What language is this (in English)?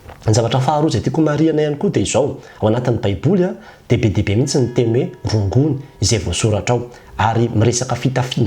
Malagasy